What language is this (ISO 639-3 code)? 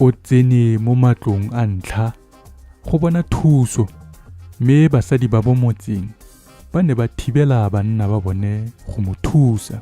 tsn